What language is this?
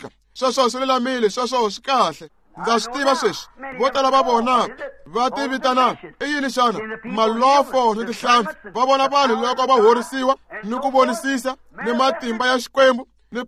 Tsonga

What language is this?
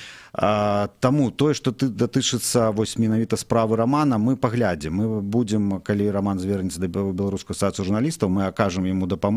Belarusian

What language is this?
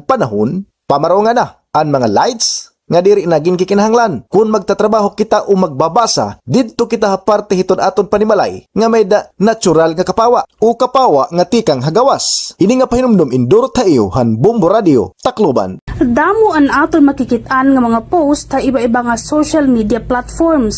Waray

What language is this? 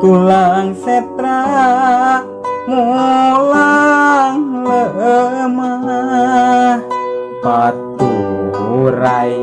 Sundanese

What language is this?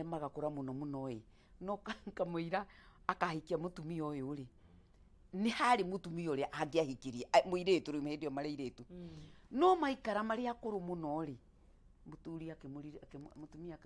Kikuyu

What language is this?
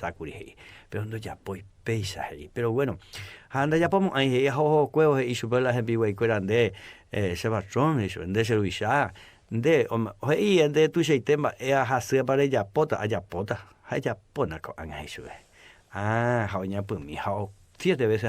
Guarani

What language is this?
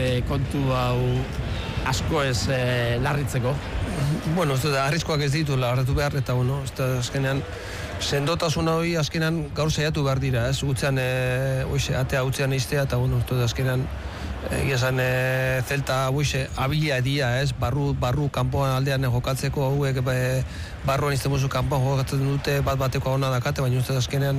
Basque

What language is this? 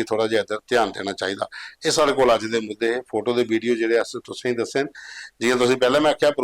Dogri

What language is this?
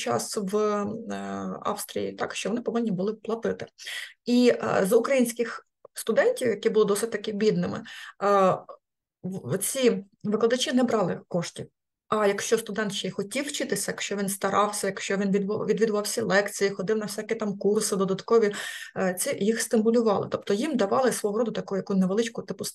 Ukrainian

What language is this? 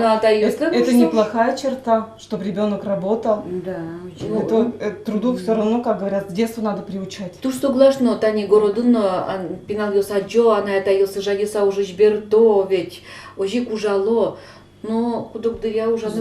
Udmurt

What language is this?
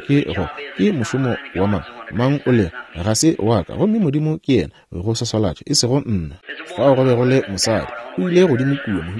Northern Sotho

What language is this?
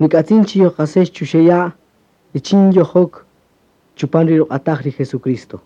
Kaqchikel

